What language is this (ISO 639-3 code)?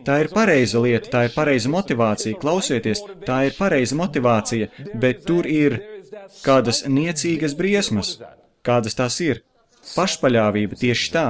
lav